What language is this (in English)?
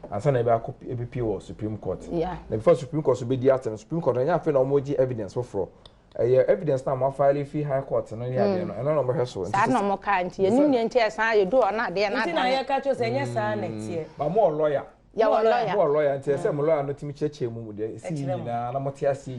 Akan